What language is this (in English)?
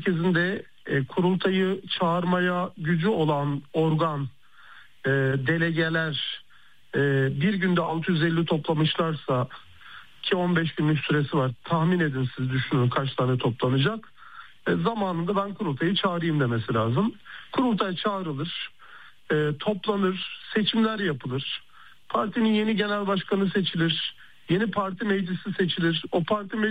Turkish